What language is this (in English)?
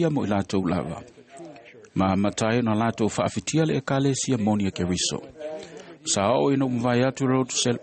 Samoan